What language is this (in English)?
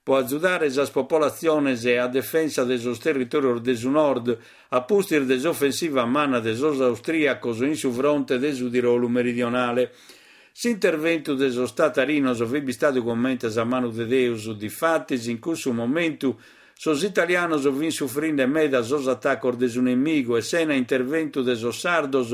Sardinian